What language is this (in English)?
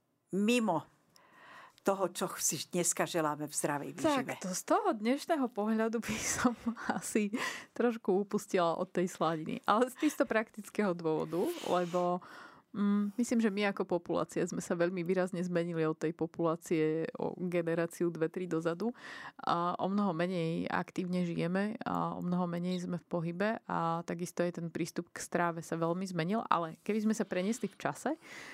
Slovak